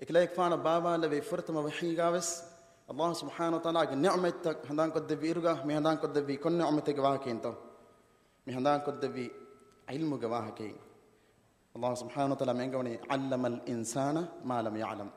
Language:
Divehi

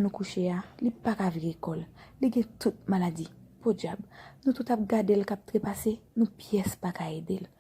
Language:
Haitian Creole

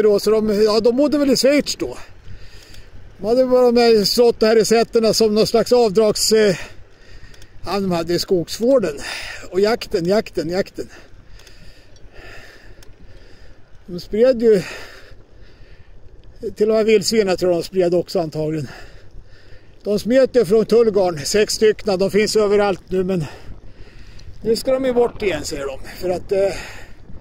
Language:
Swedish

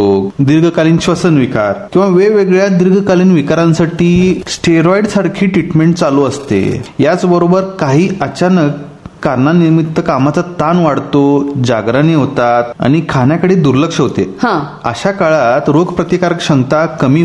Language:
Marathi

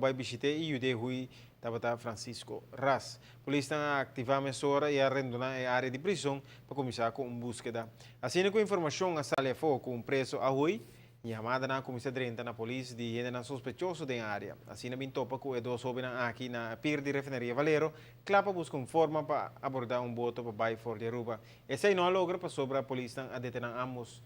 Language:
Papiamento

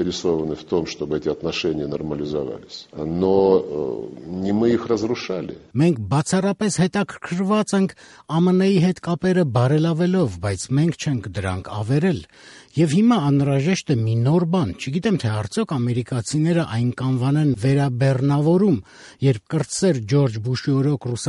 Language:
Armenian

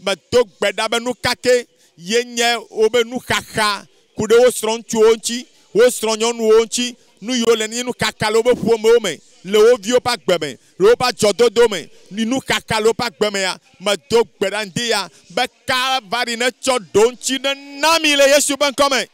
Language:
Ewe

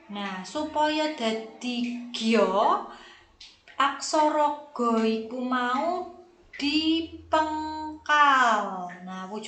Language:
Javanese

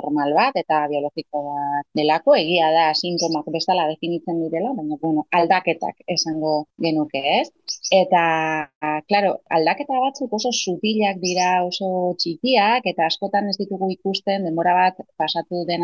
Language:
Basque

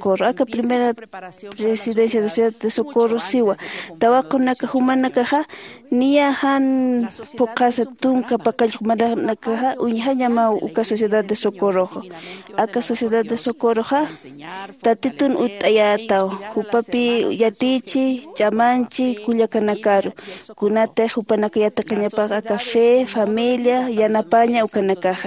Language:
Aymara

